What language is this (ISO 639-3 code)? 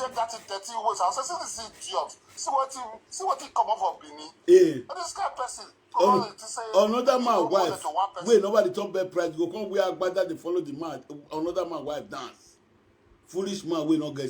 pcm